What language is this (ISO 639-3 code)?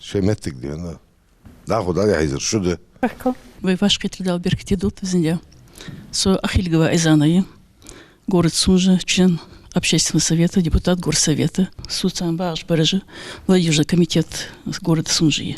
inh